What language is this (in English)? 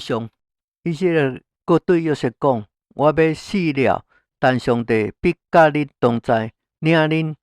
Min Nan Chinese